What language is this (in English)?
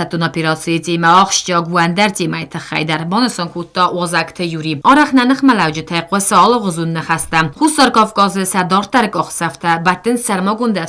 Ossetic